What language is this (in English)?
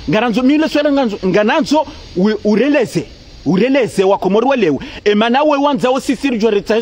Ngazidja Comorian